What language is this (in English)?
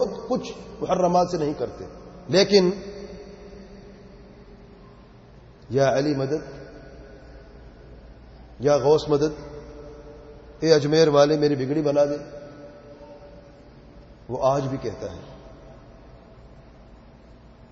Urdu